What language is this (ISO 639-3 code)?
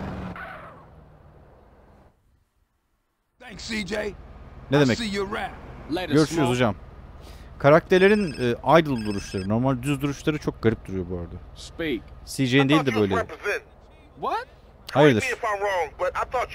tur